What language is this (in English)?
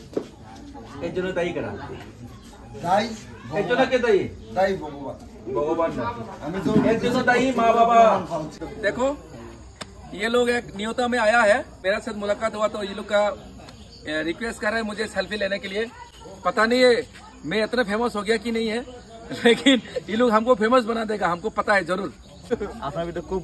Hindi